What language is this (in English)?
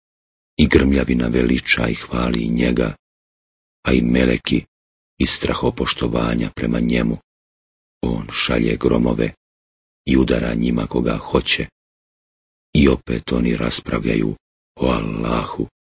Bosnian